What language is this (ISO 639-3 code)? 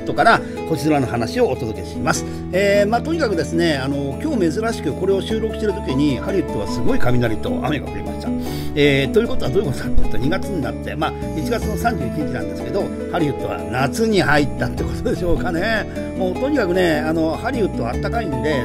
jpn